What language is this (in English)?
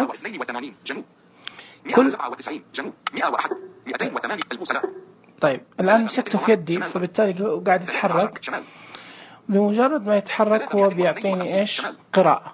Najdi Arabic